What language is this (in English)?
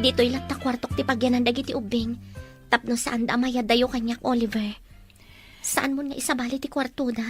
Iloko